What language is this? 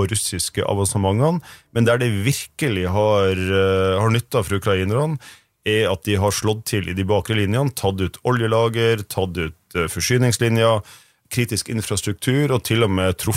Norwegian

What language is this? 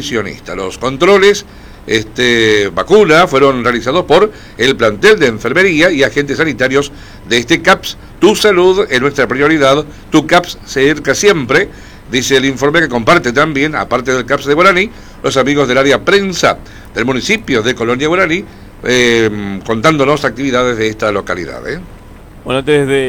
Spanish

